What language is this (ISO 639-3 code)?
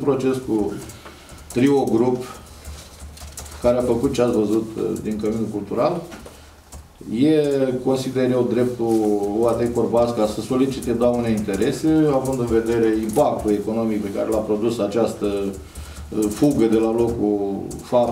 ron